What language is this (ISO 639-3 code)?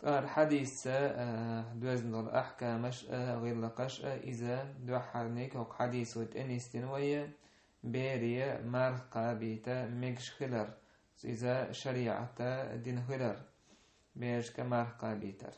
che